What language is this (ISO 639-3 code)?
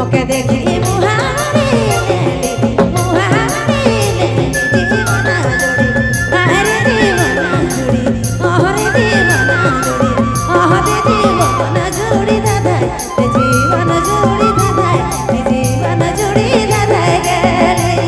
sck